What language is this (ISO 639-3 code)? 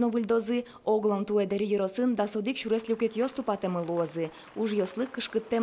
udm